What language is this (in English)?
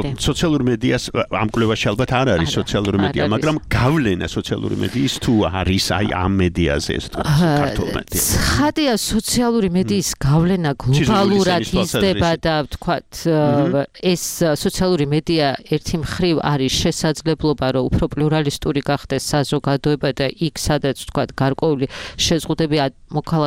Georgian